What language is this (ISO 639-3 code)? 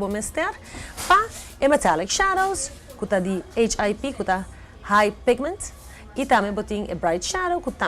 pap